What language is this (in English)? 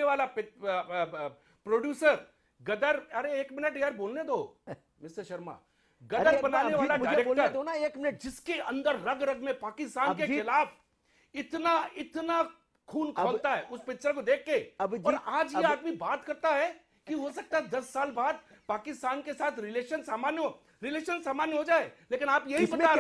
Hindi